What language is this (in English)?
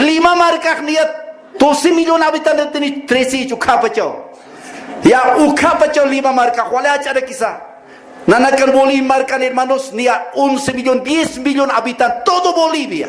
Aymara